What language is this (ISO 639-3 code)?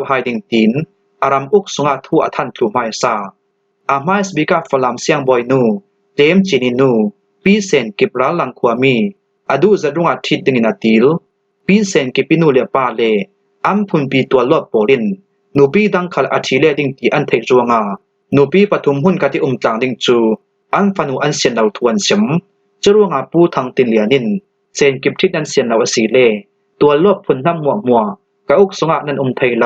cfm